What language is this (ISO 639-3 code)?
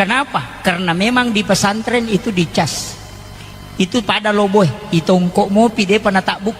bug